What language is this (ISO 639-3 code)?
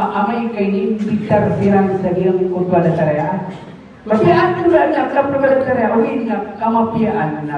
mrw